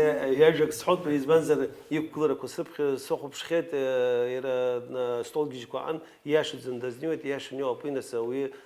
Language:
Abkhazian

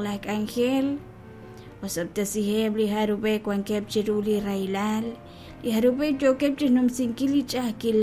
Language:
Kekchí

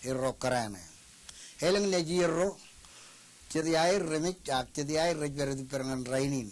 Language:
Marshallese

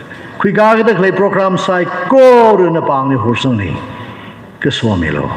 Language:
Tangkhul Naga (India)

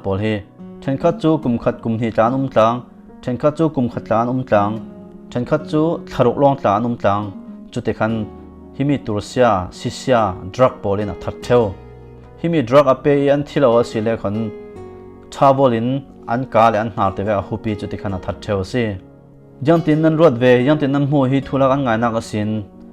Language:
Falam Chin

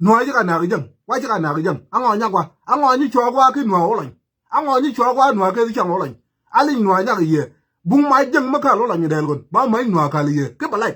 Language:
Nuer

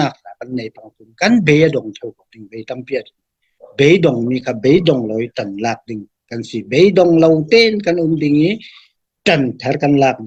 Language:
Falam Chin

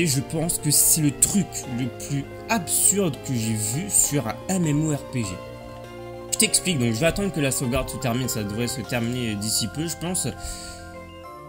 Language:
French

